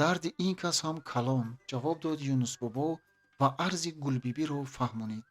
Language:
Tajik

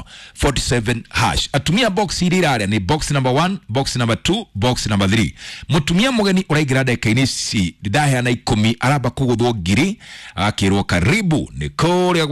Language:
Kikuyu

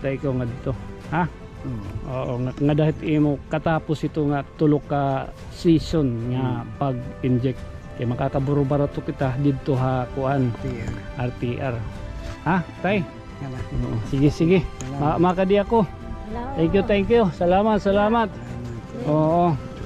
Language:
Waray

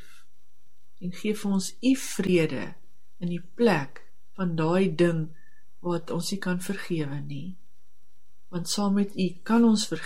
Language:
Afrikaans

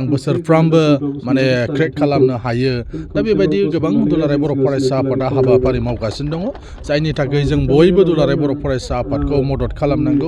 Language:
Bodo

